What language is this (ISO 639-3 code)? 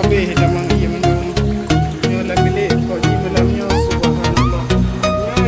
ace